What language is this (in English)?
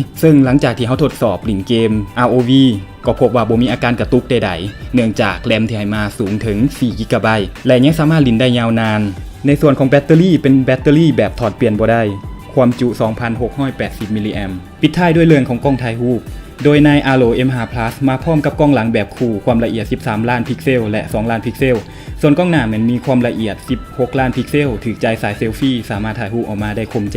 Lao